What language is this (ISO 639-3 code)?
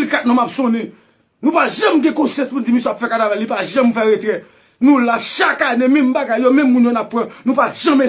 hat